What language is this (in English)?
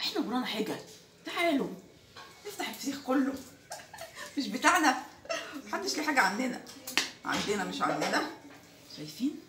Egyptian Arabic